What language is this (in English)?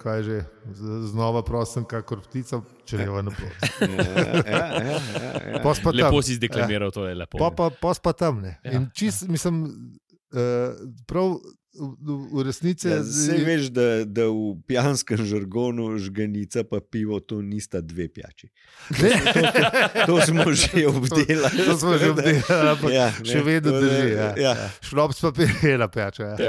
Slovenian